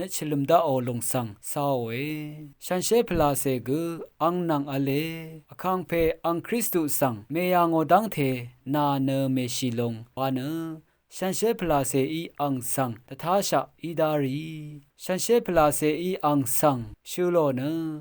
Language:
Rawang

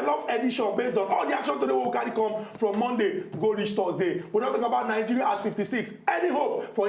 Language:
Nigerian Pidgin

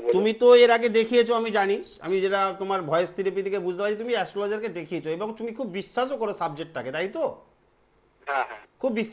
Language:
Bangla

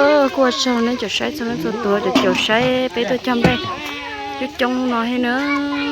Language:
Hmong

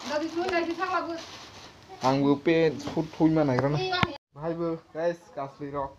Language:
Kok Borok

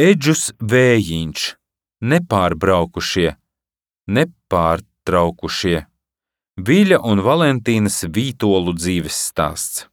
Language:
Latvian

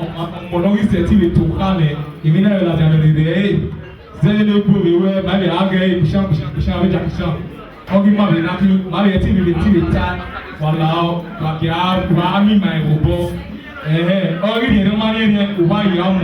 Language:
Bini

